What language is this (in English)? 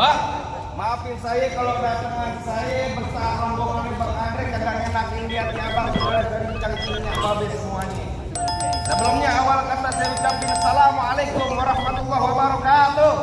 Betawi